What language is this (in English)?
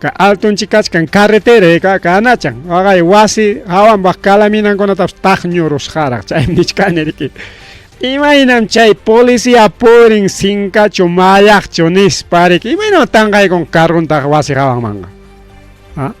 Ayacucho Quechua